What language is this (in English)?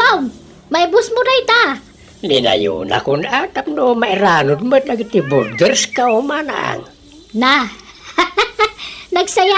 Iloko